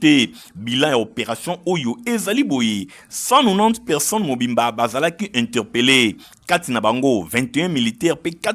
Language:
Lingala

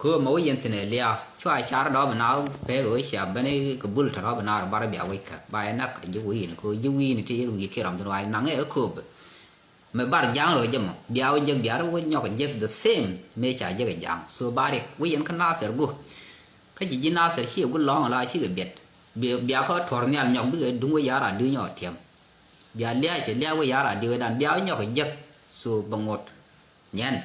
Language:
Nuer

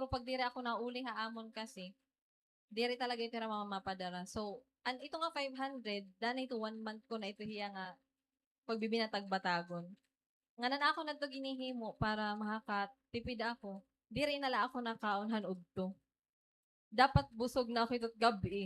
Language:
Waray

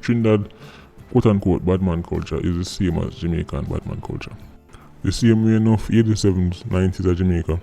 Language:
Jamaican Creole English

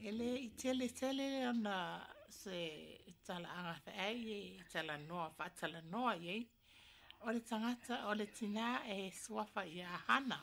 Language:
Samoan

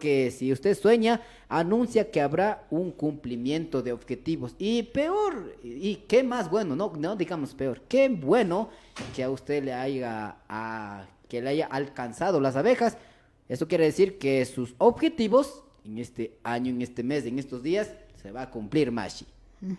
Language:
Imbabura Highland Quichua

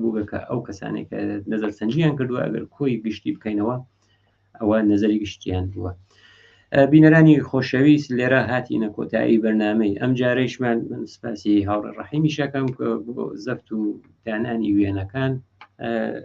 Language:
Central Kurdish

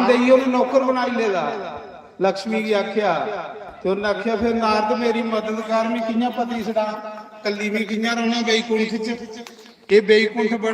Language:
Dogri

